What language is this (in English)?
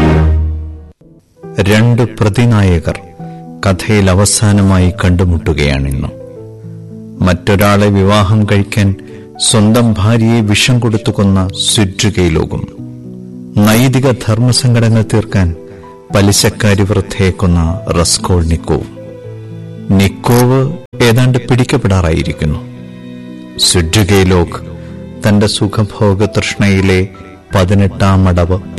Malayalam